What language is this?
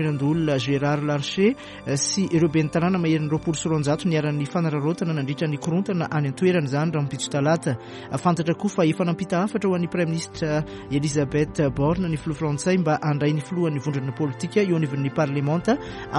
Malagasy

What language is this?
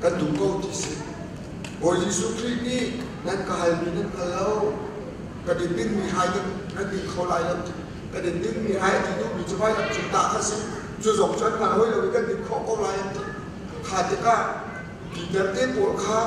Hakha Chin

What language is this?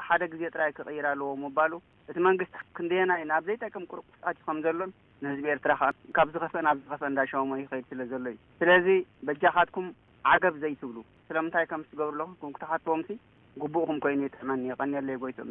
Tigrinya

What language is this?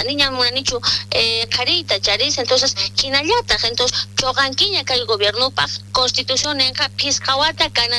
South Bolivian Quechua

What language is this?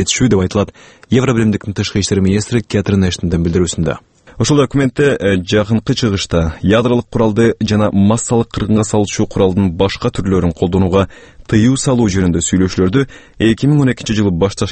Kyrgyz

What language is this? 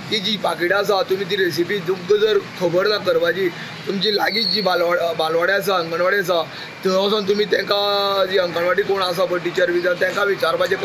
Konkani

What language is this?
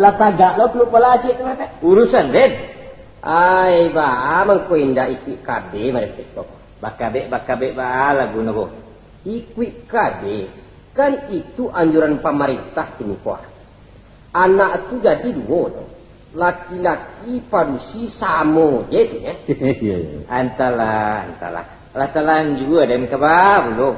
Minangkabau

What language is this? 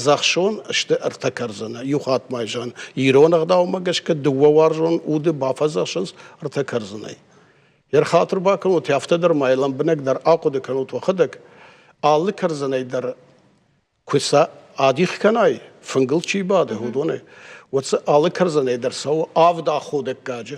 Ossetic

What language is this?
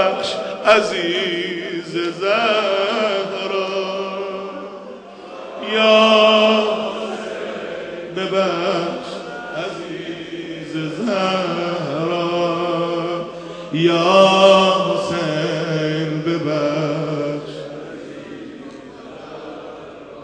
Persian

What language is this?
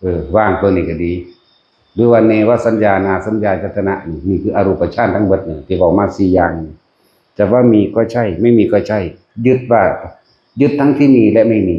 Northeastern Thai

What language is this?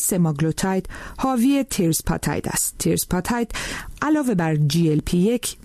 Persian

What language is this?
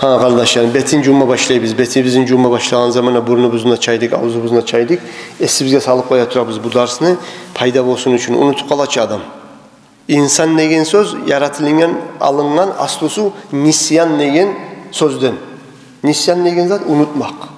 Kumyk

